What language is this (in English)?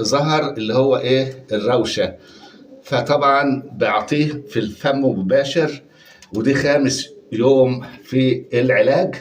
Egyptian Arabic